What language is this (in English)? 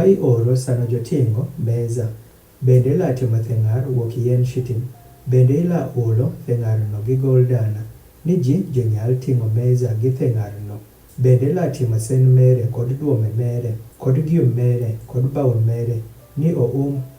Adhola